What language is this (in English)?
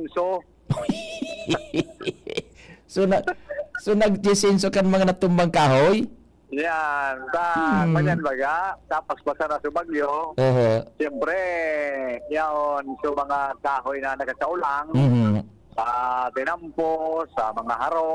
Bikol